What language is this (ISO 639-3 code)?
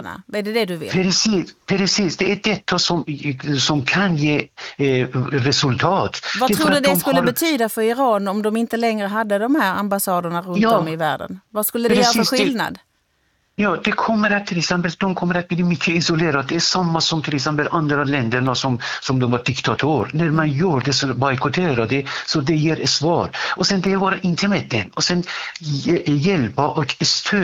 swe